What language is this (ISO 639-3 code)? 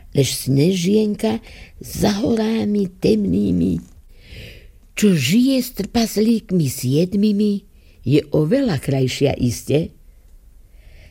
slk